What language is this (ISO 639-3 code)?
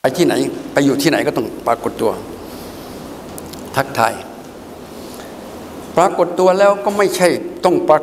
tha